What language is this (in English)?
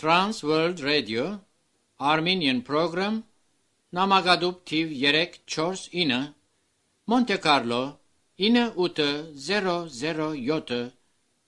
Armenian